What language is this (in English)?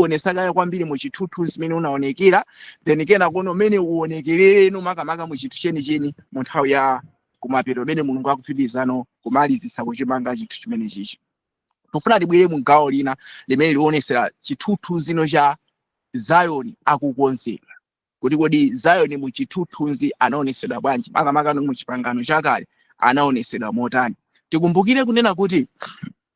Nyanja